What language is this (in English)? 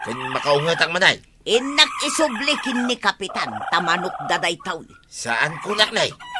Iloko